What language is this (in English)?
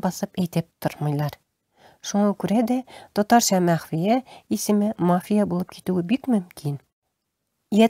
Tatar